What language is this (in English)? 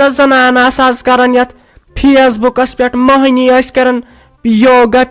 Kashmiri